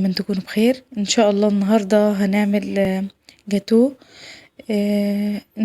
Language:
Egyptian Arabic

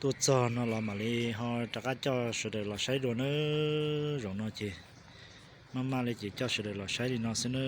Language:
Hmong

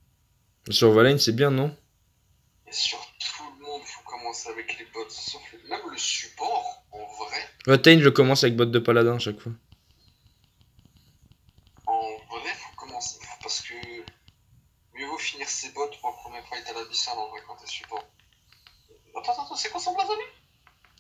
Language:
French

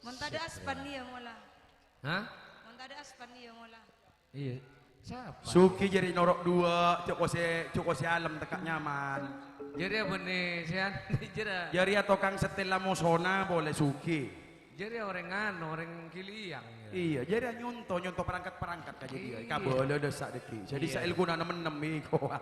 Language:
Madurese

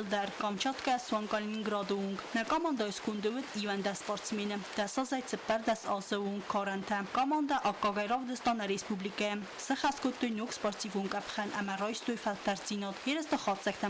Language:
Ossetic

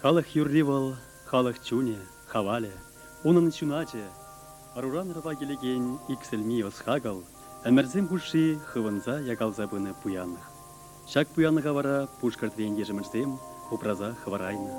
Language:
Chuvash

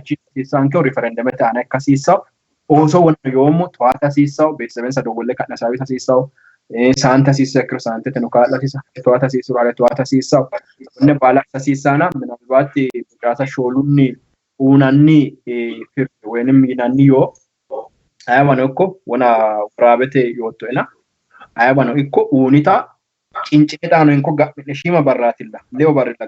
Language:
Sidamo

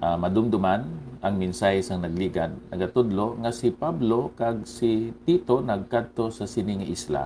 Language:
Hiligaynon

